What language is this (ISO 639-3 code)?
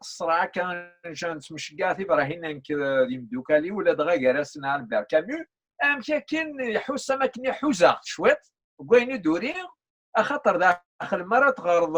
kab